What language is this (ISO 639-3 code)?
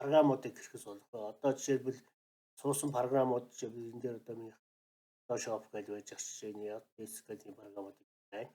mon